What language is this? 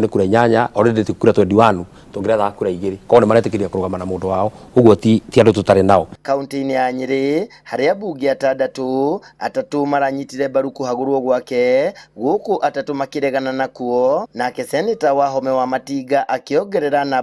Kikuyu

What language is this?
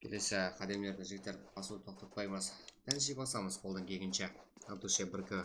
Kara-Kalpak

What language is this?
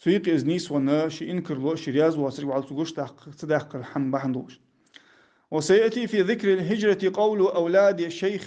Ingush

